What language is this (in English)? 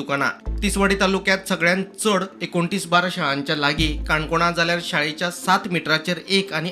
Konkani